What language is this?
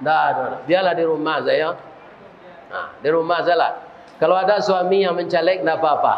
Minangkabau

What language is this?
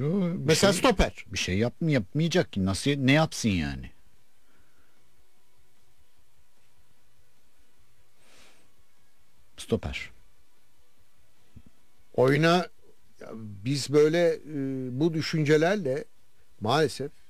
Turkish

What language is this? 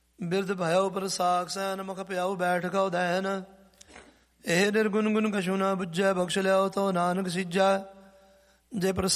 Punjabi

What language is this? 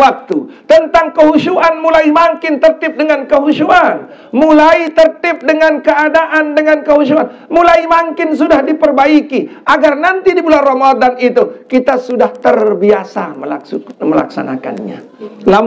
Sasak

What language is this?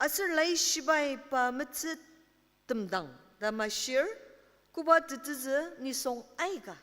Ao Naga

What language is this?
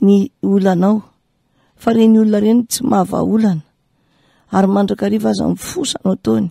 Malagasy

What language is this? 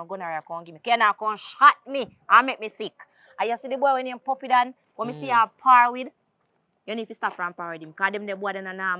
Jamaican Creole English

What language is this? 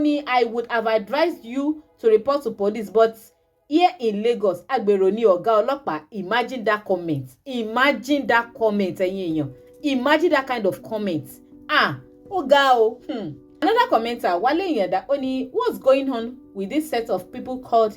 Yoruba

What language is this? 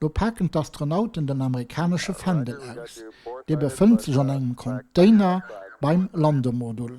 Luxembourgish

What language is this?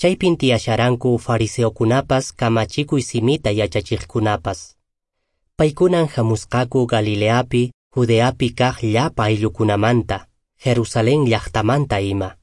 Quechua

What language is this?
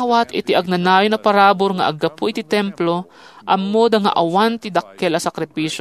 Iloko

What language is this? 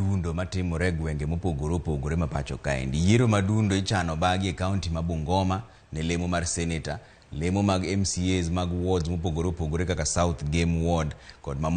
Luo (Kenya and Tanzania)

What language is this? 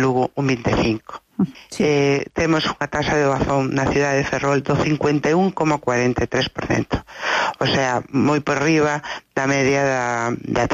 Galician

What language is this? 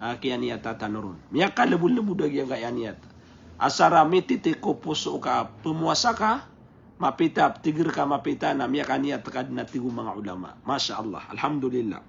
Maranao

